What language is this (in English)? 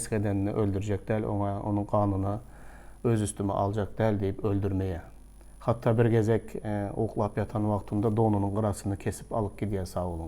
Turkmen